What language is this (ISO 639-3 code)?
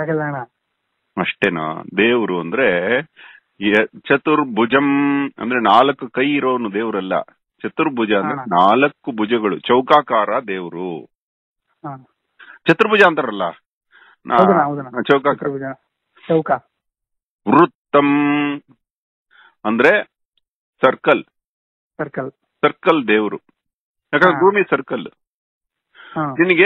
kan